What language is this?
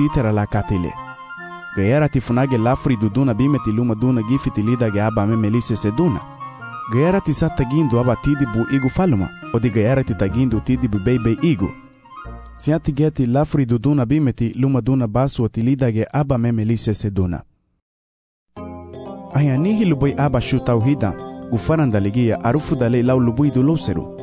Garifuna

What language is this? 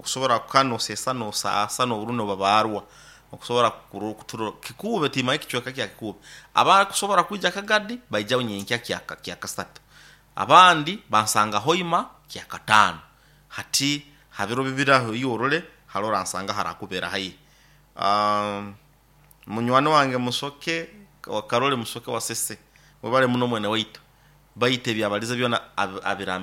Nyoro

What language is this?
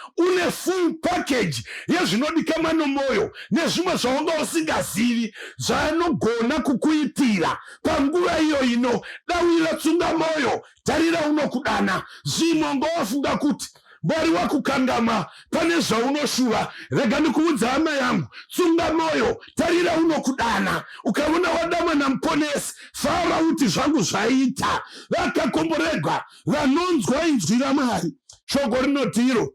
Shona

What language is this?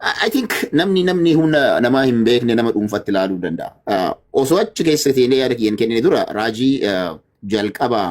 Oromo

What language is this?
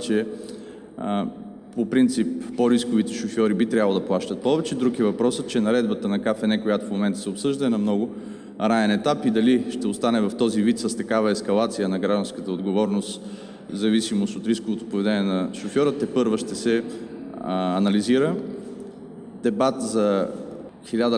Bulgarian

